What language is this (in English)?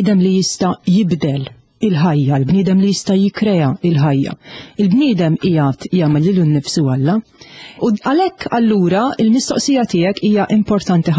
Maltese